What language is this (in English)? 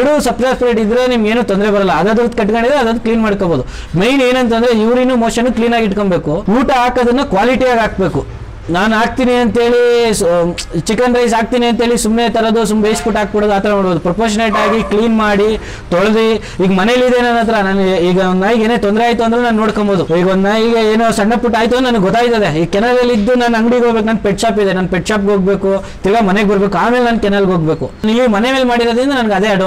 Kannada